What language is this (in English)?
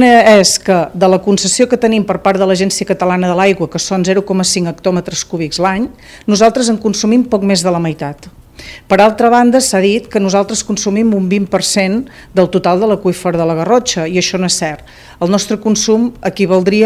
Catalan